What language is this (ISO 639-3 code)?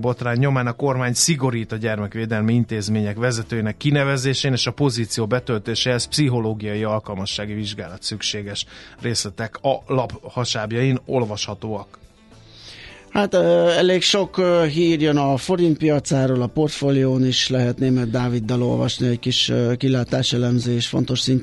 hun